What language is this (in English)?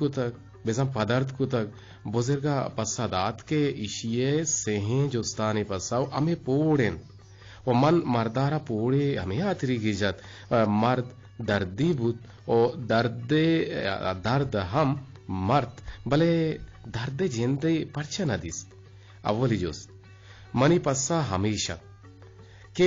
Eastern Balochi